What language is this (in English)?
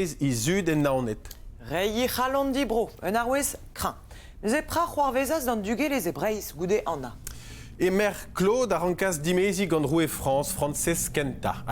Breton